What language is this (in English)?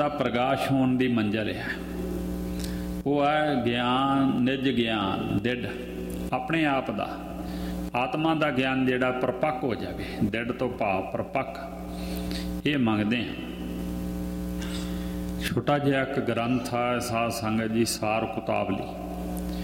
Punjabi